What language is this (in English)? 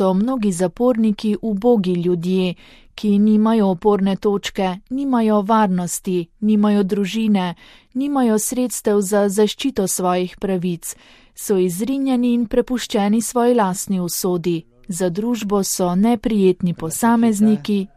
Slovenian